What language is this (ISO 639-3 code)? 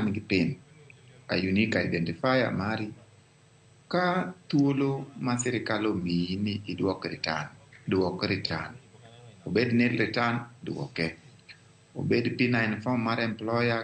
luo